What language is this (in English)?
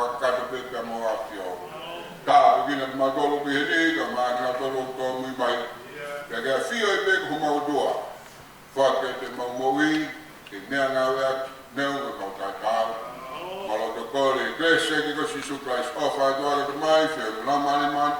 Tongan